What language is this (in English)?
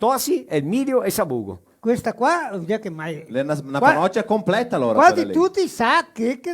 Venetian